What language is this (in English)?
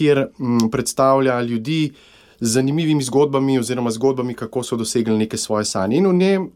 Slovenian